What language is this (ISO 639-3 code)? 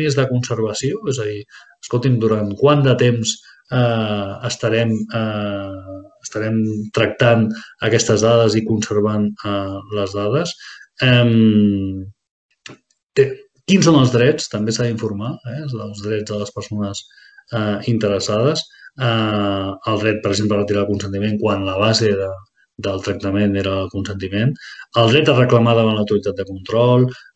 cat